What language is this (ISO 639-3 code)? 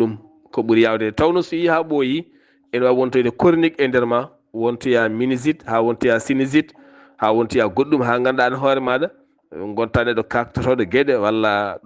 ful